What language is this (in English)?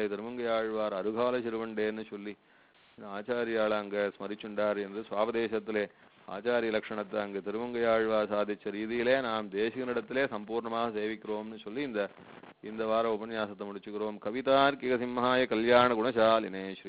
Tamil